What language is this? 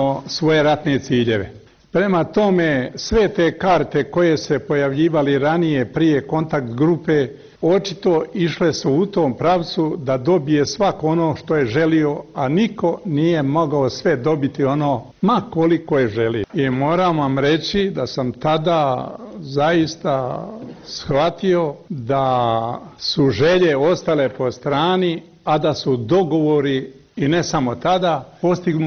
Bosnian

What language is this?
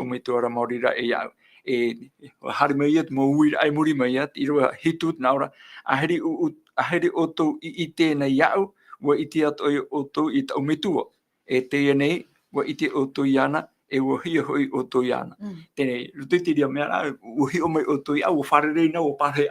Tahitian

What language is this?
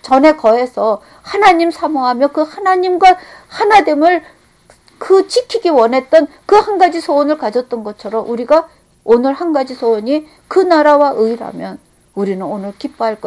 Korean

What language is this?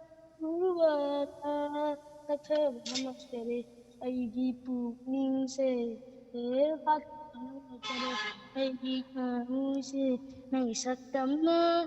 Manipuri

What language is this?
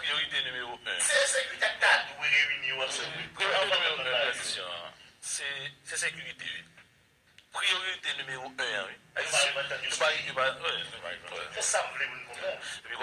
Haitian Creole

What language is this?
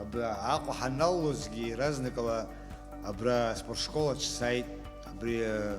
Abkhazian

